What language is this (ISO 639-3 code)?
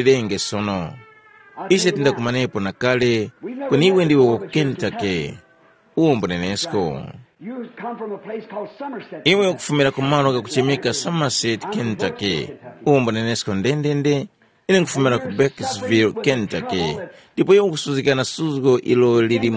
tum